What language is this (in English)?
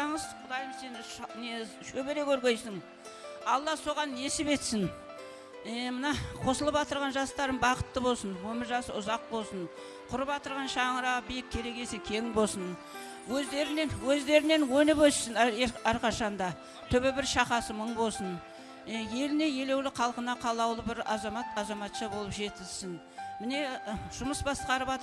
Kara-Kalpak